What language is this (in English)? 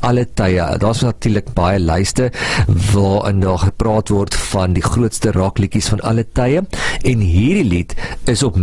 Afrikaans